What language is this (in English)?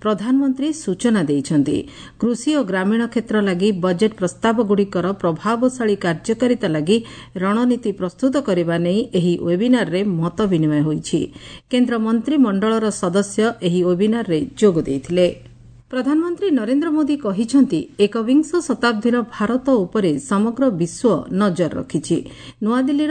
Odia